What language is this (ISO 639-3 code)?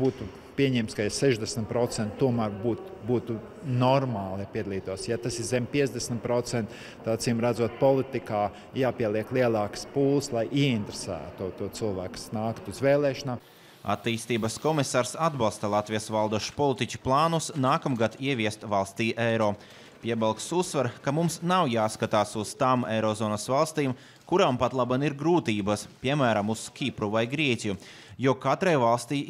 lav